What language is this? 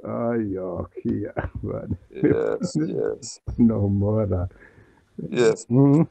Esperanto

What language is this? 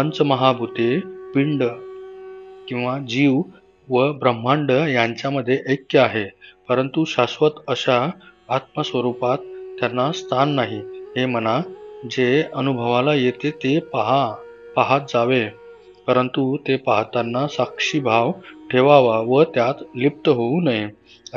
Marathi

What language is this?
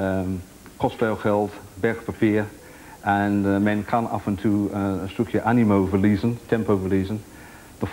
Dutch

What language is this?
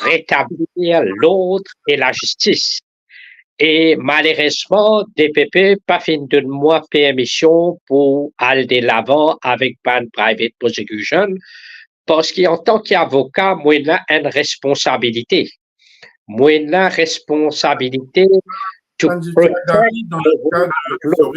Morisyen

